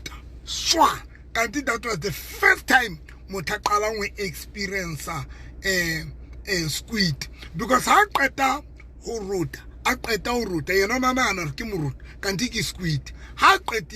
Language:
Southern Sotho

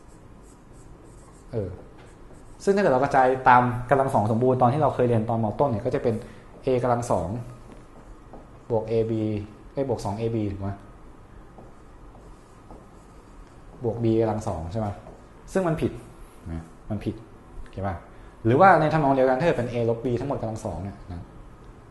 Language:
Thai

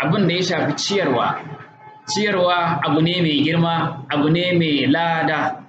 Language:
Hausa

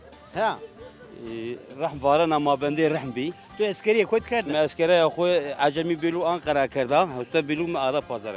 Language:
Zaza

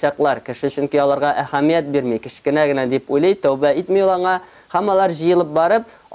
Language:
Tatar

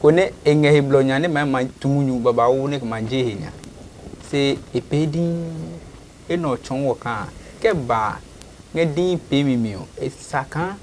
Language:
Adangme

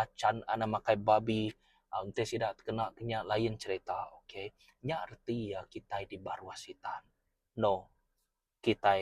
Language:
Iban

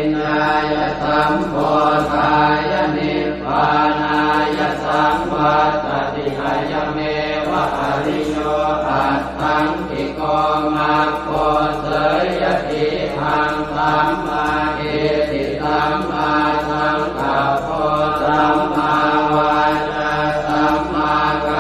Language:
Pali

